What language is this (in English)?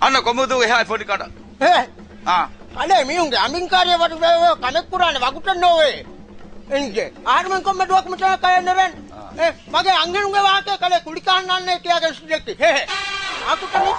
Divehi